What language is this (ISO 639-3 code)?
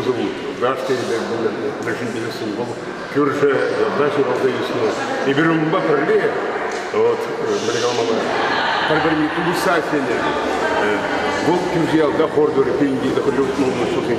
chv